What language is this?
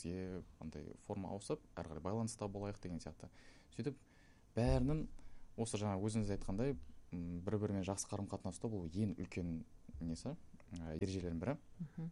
Kazakh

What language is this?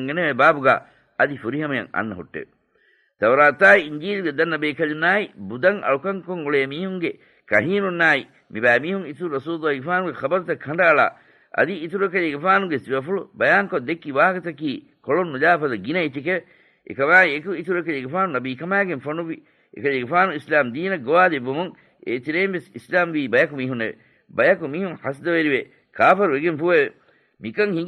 Divehi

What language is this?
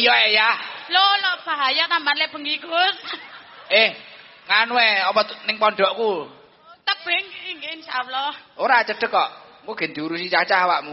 Javanese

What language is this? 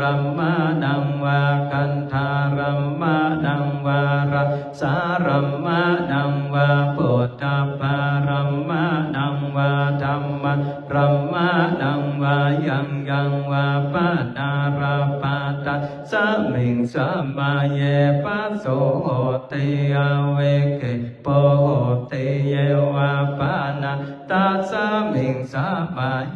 Pali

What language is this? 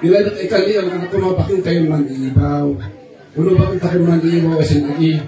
Kankanaey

